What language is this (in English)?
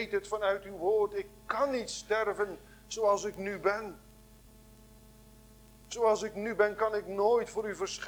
Dutch